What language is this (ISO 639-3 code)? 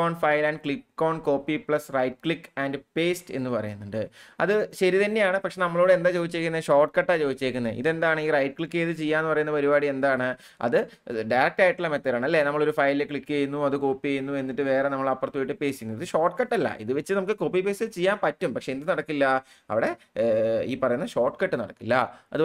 mal